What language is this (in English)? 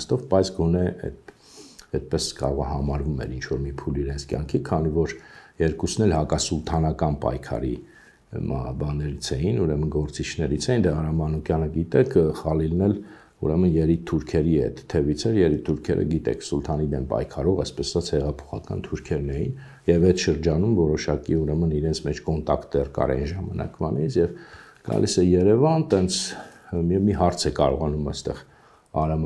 Armenian